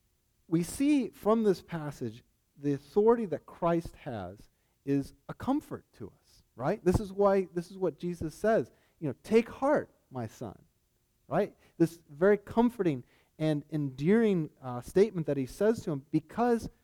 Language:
English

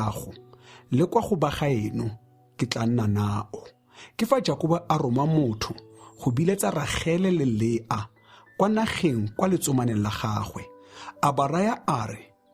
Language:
Tswana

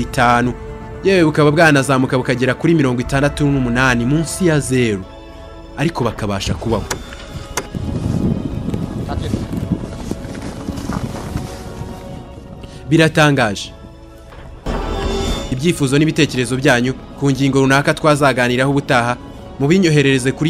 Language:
Kinyarwanda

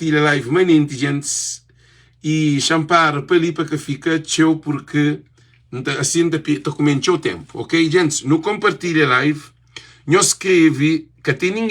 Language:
Kabuverdianu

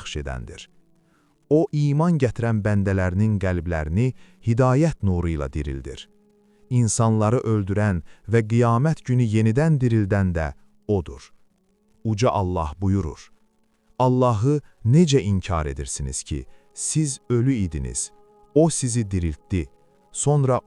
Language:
Azerbaijani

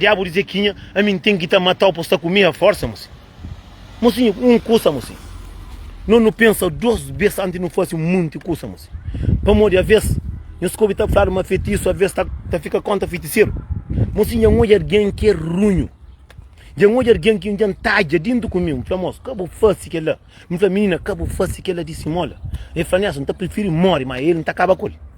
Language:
Kabuverdianu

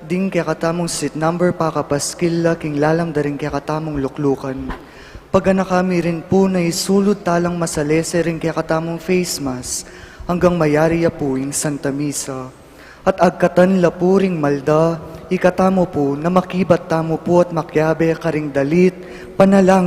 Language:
Pampanga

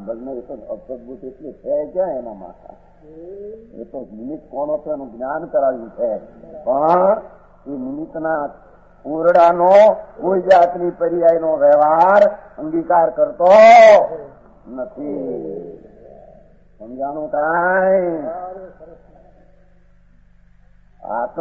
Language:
Gujarati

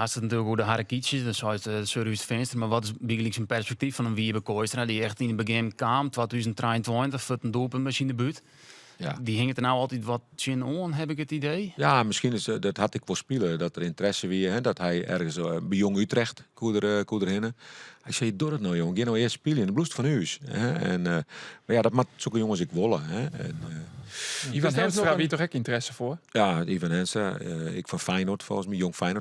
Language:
Western Frisian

